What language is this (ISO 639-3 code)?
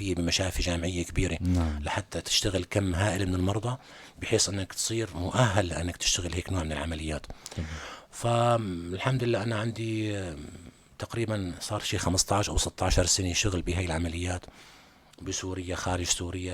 apc